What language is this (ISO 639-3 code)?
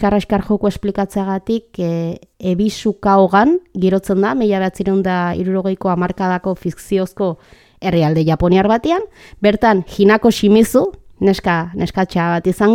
eus